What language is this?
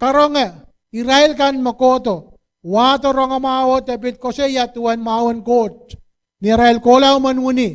Pohnpeian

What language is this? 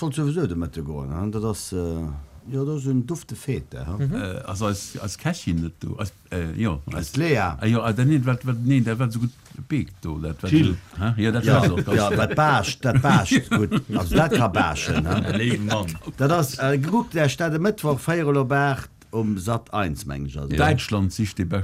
Luxembourgish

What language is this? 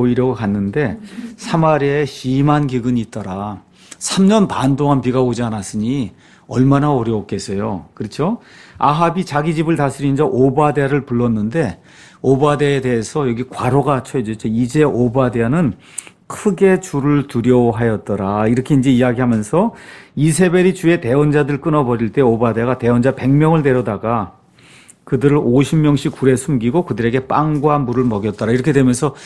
Korean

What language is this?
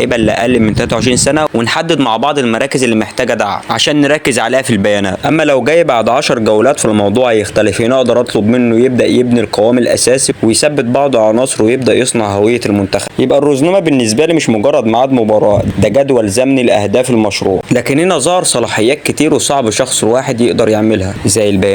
Egyptian Arabic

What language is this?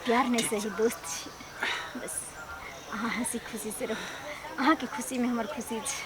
Maithili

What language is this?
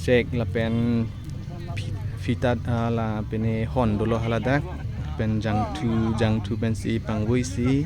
Karbi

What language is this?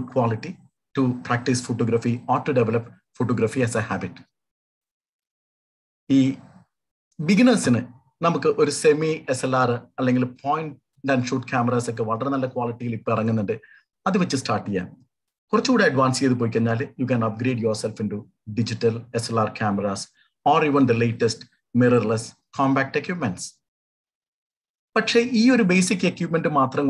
Malayalam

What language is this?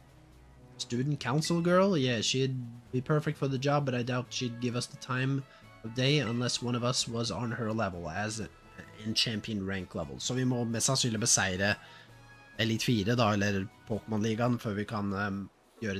Norwegian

